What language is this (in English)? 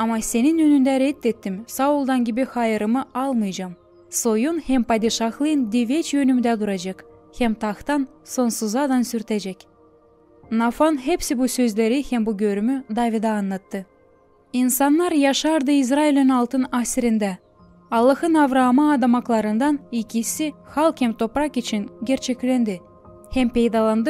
Gagauz